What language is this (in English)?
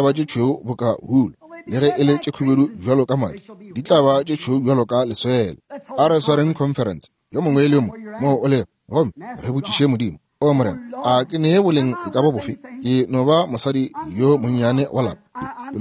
Northern Sotho